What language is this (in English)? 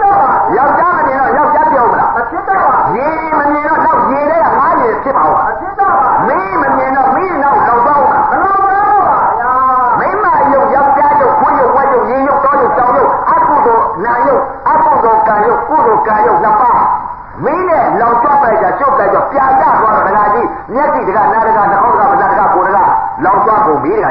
Burmese